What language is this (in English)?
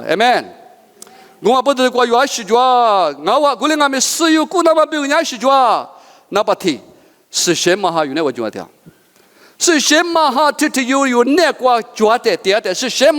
Lisu